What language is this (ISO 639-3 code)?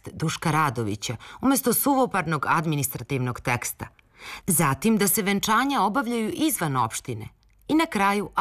srp